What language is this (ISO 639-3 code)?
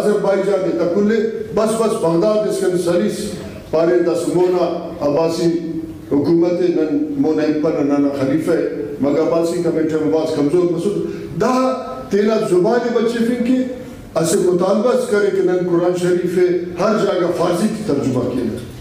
brh